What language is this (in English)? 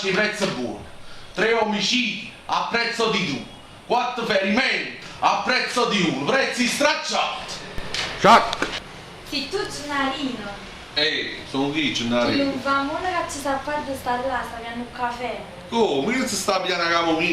Neapolitan